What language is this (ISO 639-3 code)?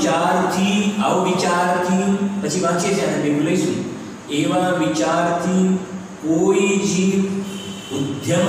guj